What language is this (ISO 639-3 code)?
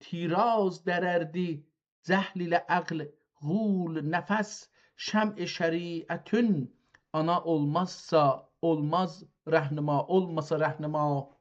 azb